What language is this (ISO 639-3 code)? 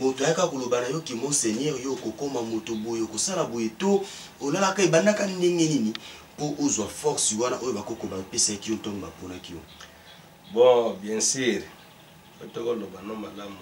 lin